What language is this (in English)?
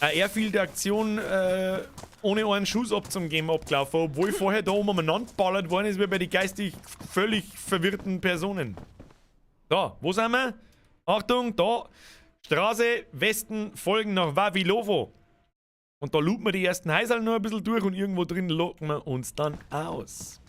Bavarian